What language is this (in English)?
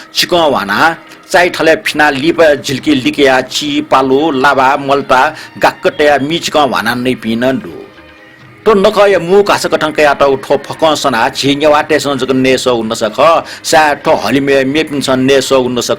Newari